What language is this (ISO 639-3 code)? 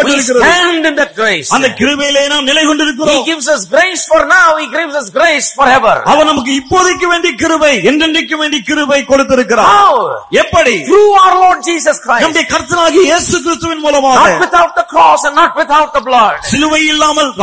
tam